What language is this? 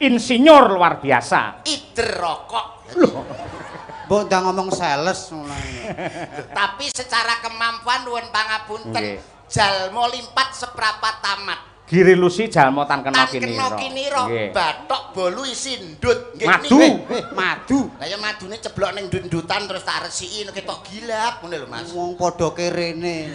Javanese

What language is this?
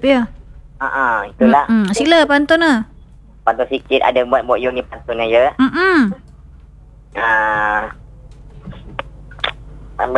Malay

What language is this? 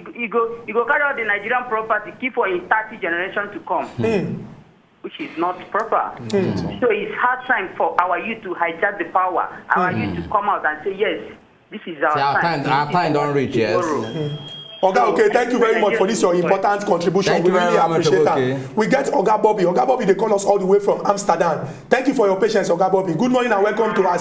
Nigerian Pidgin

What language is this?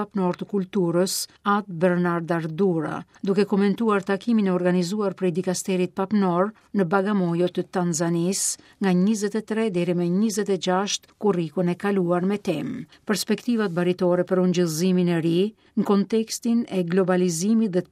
Albanian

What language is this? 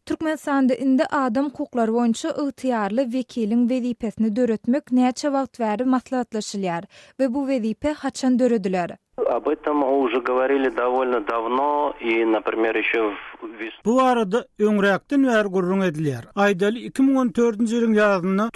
Turkmen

